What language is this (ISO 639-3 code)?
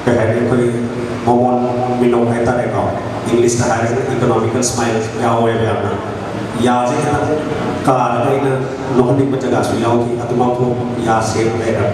mni